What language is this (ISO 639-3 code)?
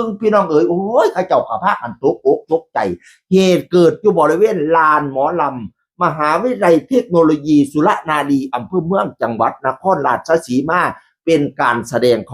tts